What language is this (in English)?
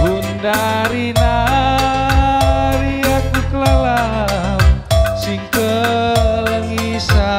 Batak Karo